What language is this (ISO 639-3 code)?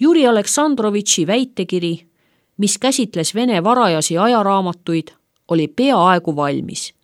est